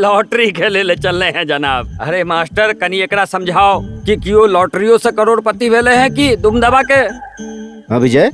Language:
Maithili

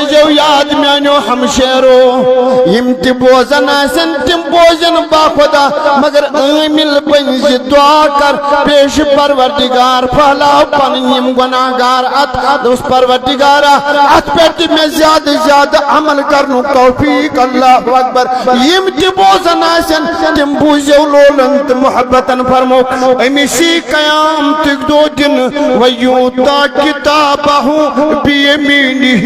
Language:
Kashmiri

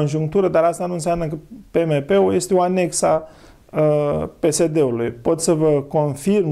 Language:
Romanian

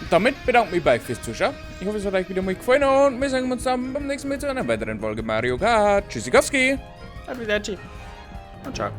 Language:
Bavarian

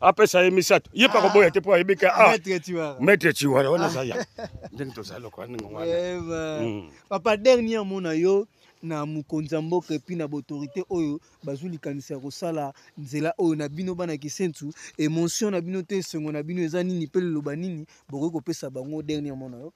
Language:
Lingala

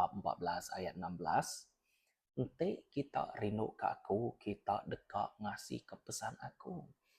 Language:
Iban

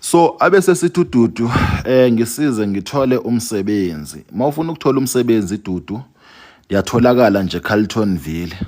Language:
Zulu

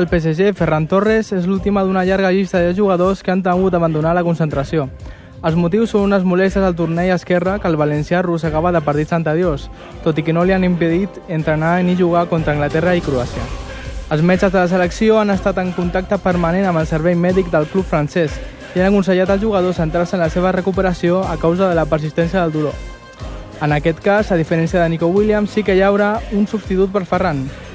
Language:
Catalan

